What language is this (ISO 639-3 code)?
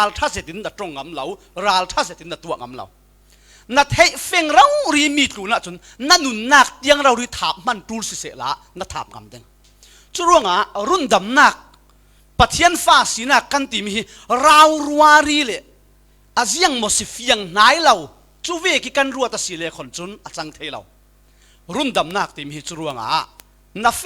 cfm